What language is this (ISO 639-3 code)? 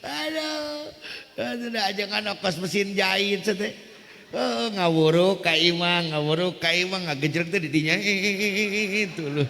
sun